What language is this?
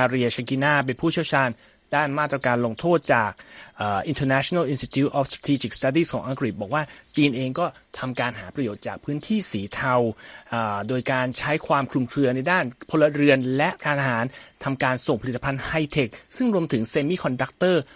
Thai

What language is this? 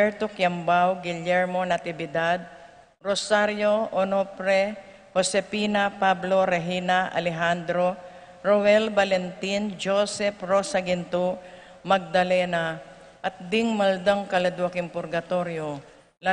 Pampanga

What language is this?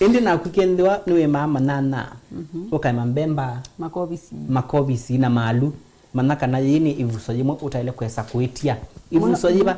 Kamba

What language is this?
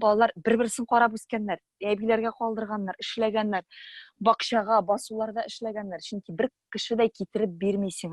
Tatar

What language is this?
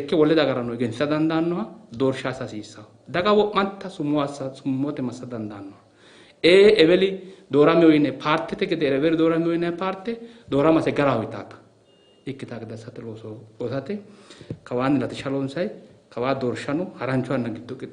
Sidamo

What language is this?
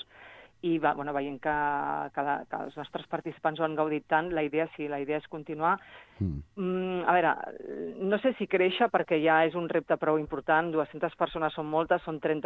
Catalan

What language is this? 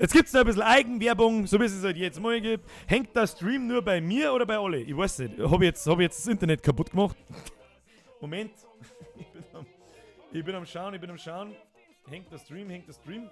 Bavarian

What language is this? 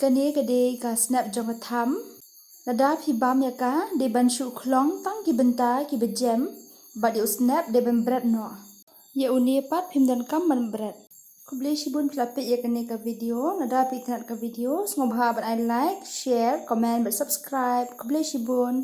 Khasi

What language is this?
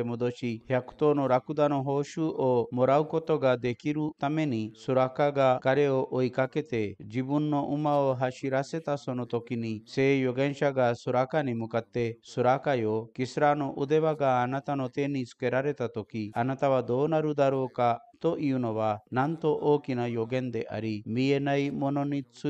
Japanese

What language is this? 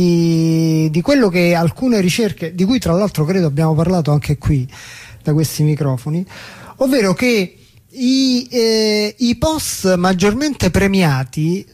Italian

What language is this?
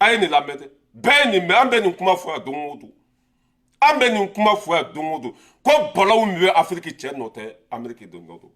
Bambara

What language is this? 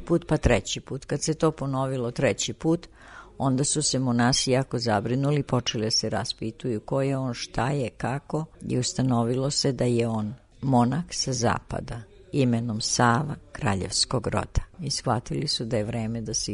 Serbian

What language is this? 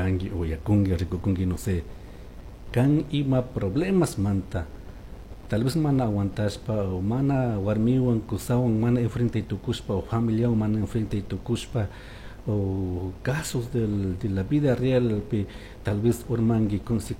Chimborazo Highland Quichua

